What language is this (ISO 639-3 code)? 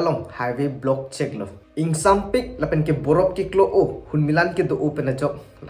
mjw